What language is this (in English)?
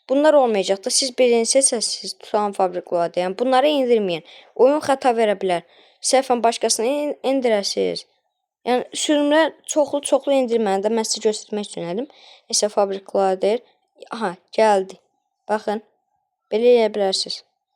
Azerbaijani